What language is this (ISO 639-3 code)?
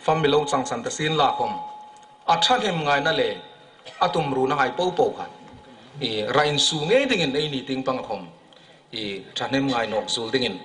hmr